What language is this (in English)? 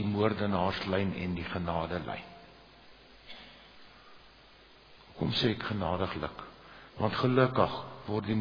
Afrikaans